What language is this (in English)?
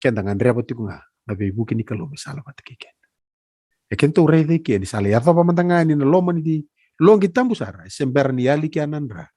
Fijian